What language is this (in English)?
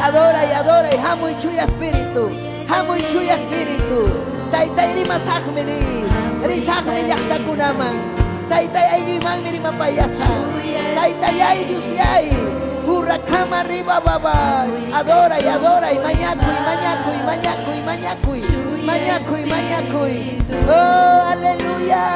Ayacucho Quechua